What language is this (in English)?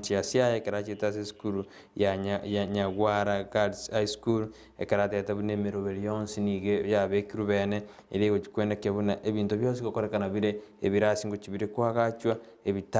Gusii